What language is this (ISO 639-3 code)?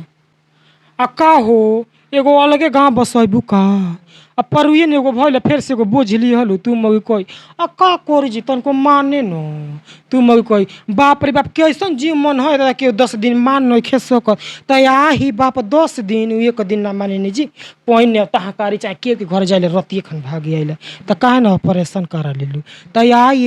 bho